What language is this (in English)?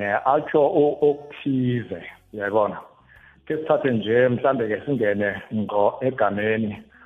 South Ndebele